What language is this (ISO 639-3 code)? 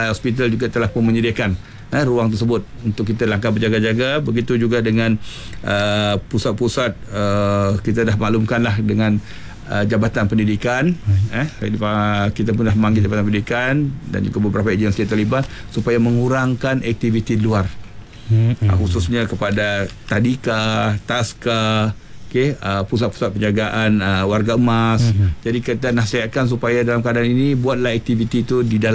msa